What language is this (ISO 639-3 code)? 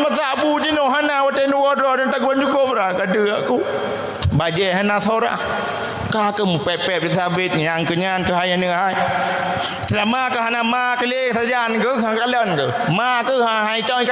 ace